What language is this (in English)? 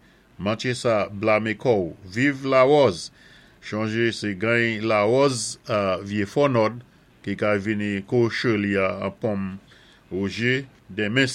Saint Lucian Creole French